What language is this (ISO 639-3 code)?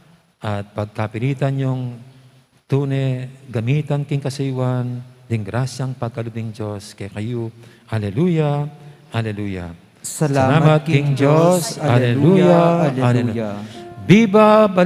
pam